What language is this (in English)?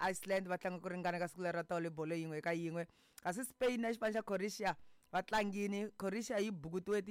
Tsonga